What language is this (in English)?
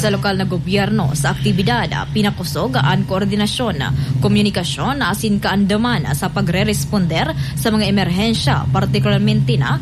Bikol